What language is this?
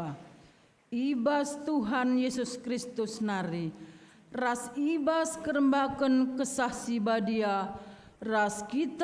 Batak Karo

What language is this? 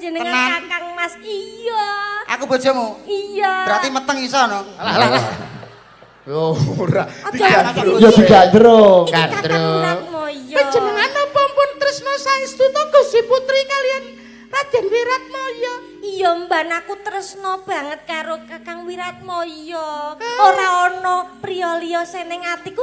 Javanese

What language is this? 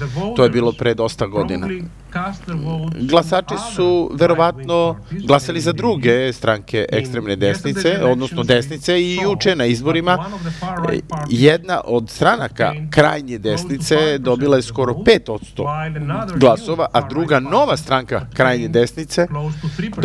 Serbian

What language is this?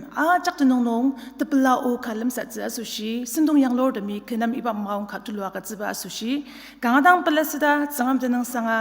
Ao Naga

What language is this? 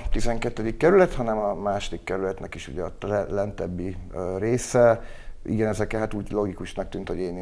Hungarian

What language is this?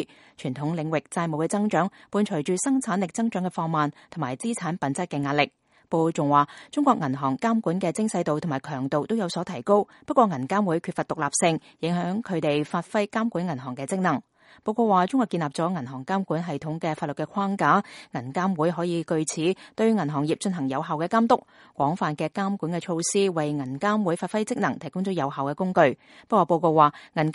Cantonese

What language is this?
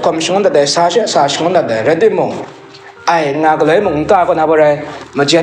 Kachin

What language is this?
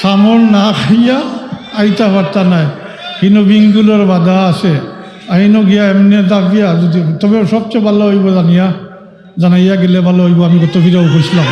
Sylheti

